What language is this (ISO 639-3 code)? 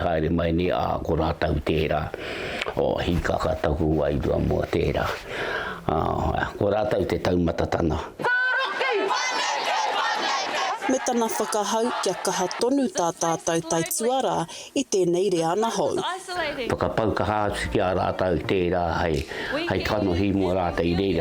mri